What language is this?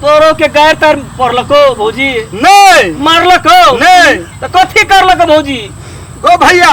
Maithili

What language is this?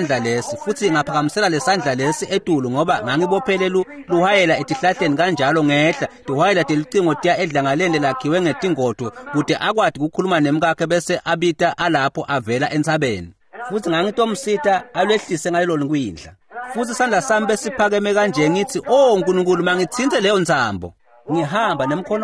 Swati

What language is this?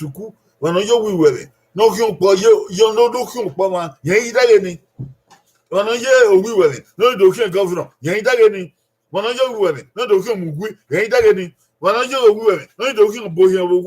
Bini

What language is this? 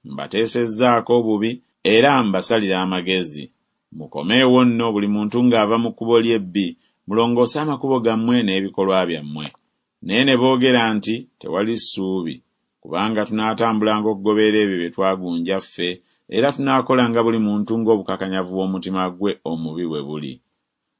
Ganda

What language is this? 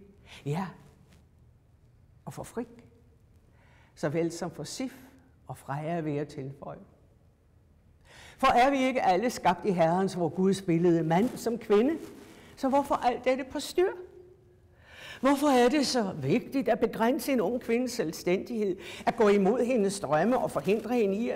Danish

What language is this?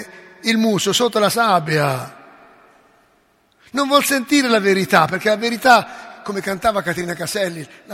Italian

